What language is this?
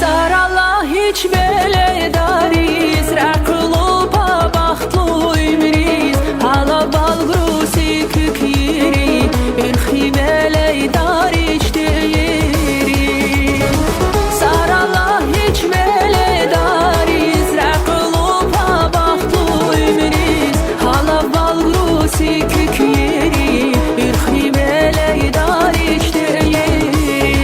Tabassaran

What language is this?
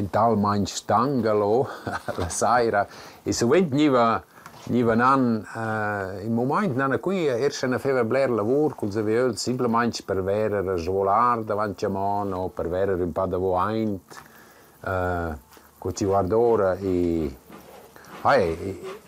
Romansh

